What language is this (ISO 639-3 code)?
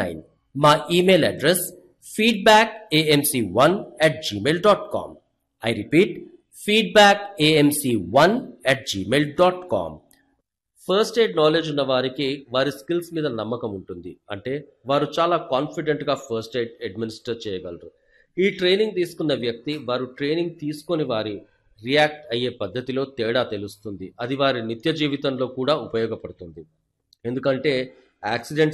tel